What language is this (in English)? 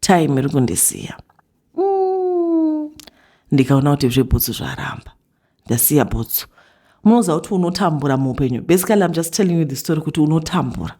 Shona